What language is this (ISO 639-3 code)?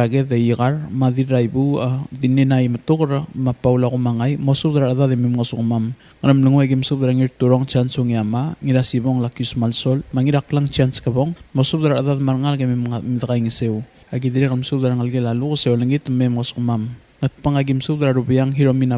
pau